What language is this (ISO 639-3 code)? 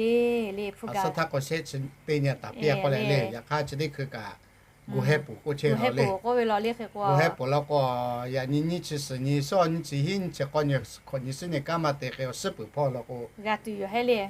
lhu